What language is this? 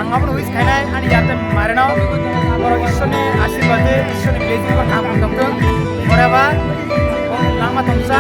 Kok Borok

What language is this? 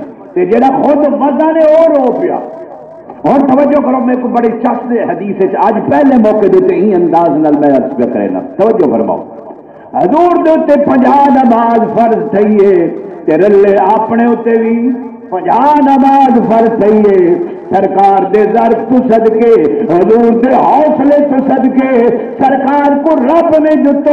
Saraiki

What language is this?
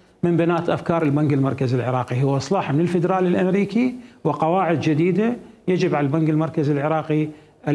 Mesopotamian Arabic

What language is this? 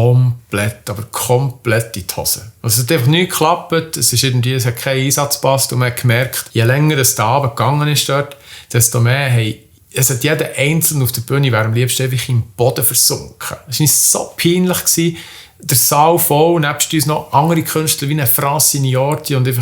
Swiss German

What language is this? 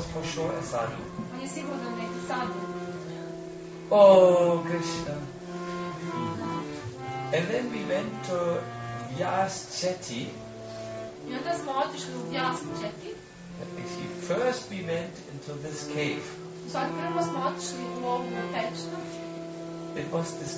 Croatian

